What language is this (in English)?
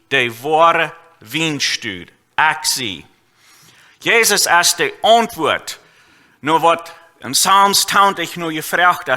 Plautdietsch